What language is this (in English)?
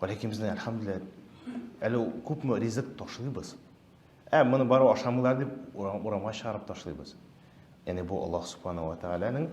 Tatar